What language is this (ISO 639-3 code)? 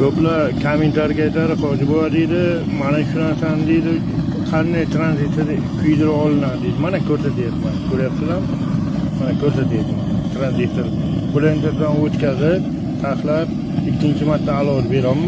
uzb